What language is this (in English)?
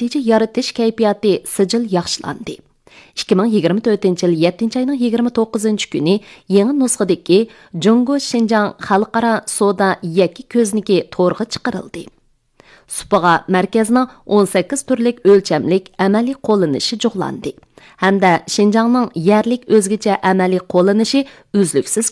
Uyghur